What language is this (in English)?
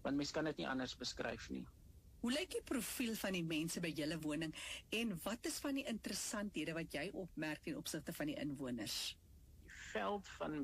Afrikaans